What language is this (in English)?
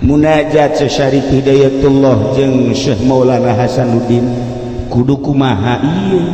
Sundanese